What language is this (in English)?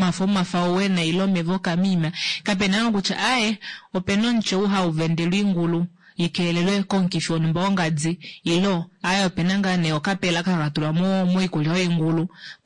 Kuanyama